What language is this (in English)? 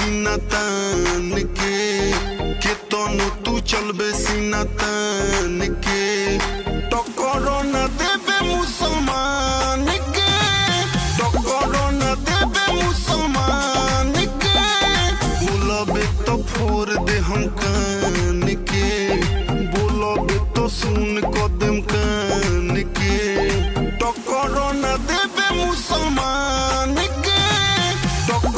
Bhojpuri